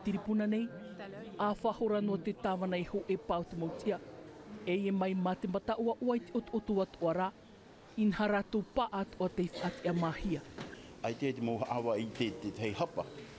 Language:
Tahitian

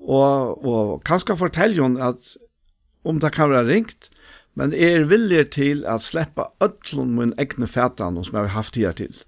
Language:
Faroese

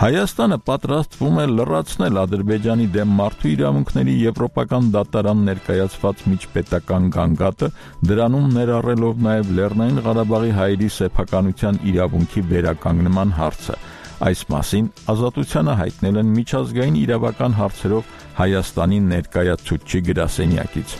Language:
Armenian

